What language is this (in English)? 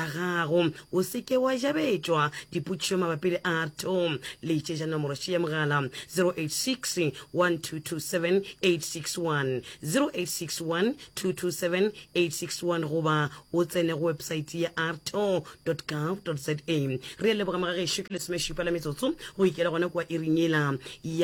Northern Sotho